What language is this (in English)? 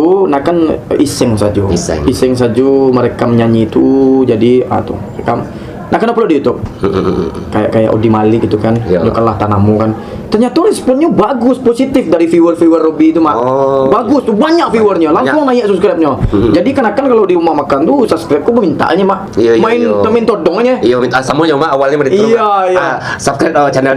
Minangkabau